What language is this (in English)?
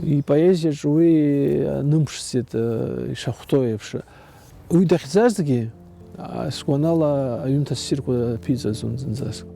Abkhazian